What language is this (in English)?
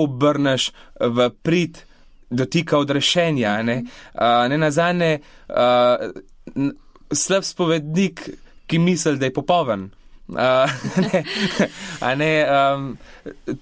Slovenian